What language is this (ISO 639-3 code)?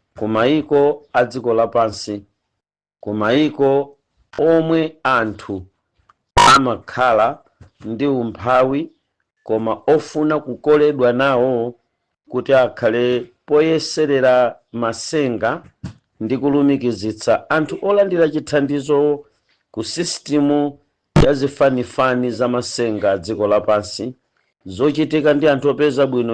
nya